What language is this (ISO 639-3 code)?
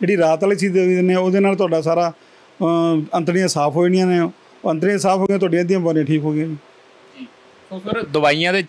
pan